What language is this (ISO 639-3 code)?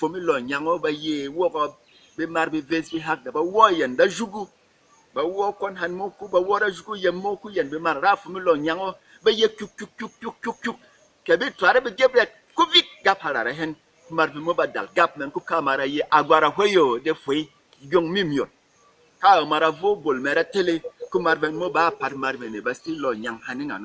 bom